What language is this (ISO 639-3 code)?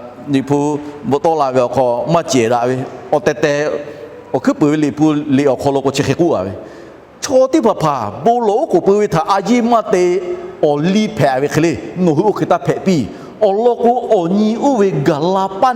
lhu